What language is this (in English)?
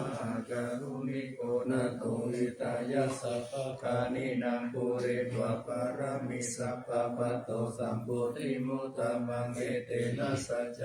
Pali